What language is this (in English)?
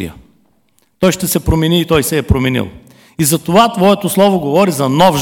Bulgarian